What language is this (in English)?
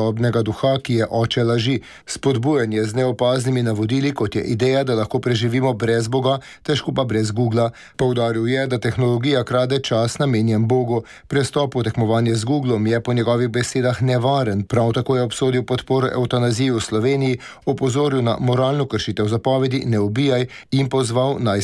Slovenian